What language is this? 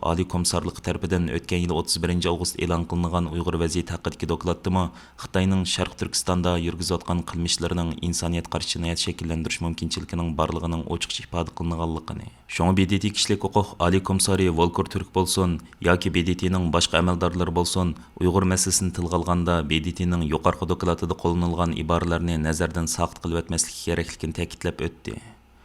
Uyghur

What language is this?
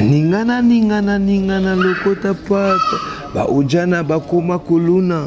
Lingala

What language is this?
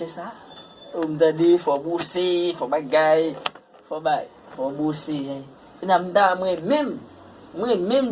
Haitian Creole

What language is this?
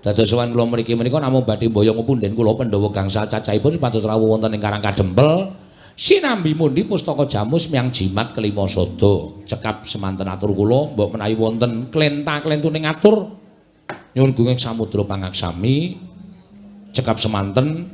Javanese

